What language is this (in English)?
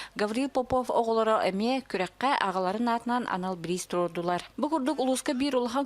Yakut